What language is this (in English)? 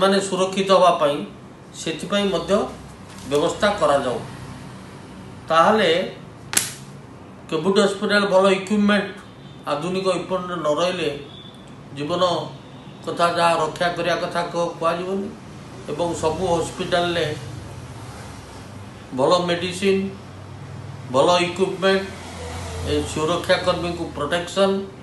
Odia